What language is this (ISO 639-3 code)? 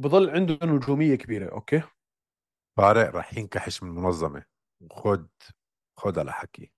apc